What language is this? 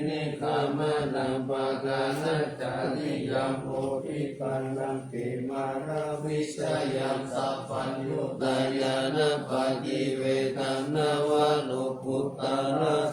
Pali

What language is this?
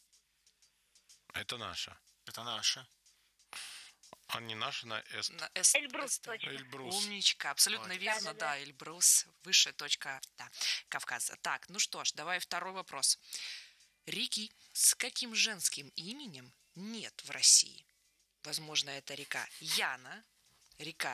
Russian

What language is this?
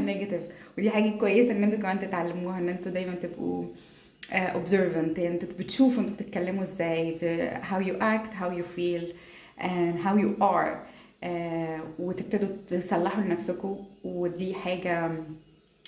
Egyptian Arabic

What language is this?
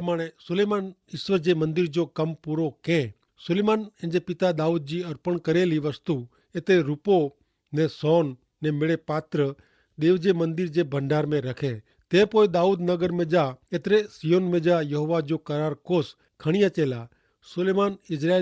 Kachhi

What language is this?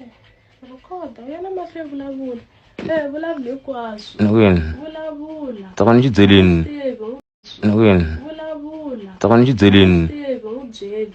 Tsonga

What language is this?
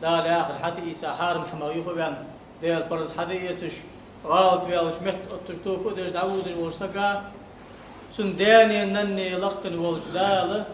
Ingush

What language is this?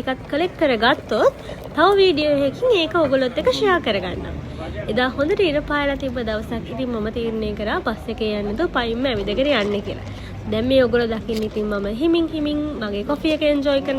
Sinhala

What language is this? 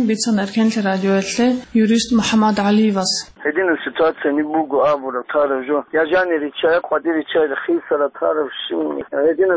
Avaric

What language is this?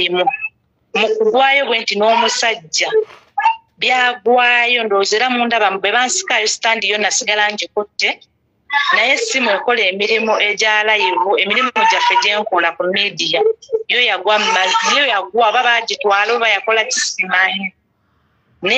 Ganda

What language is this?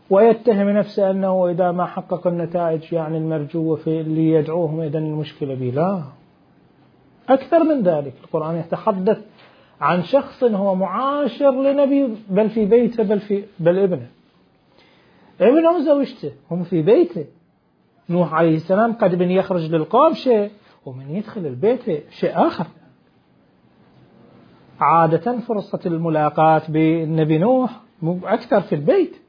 Arabic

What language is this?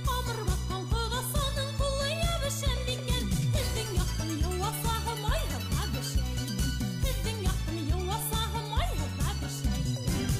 Bashkir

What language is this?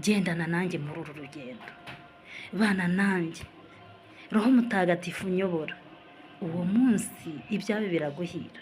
Kinyarwanda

